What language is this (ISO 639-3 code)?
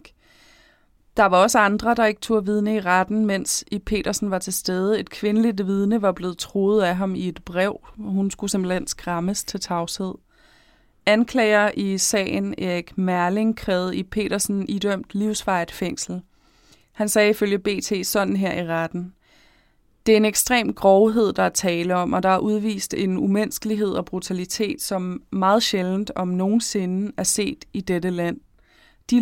dan